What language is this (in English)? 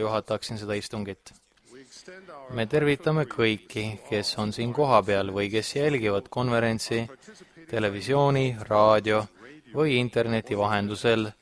Estonian